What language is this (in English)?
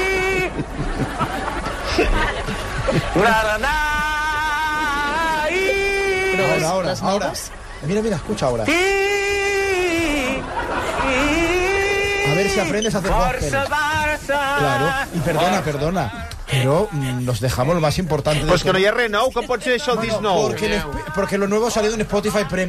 Catalan